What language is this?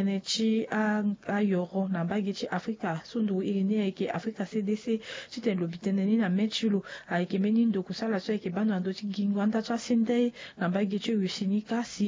Sango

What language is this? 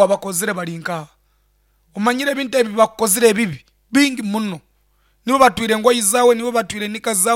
Nyankole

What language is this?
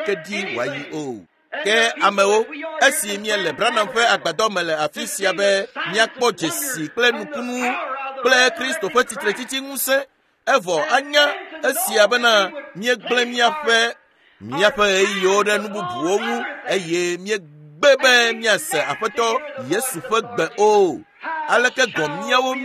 Ewe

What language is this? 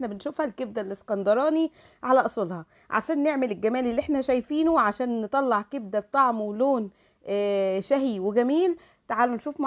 Egyptian Arabic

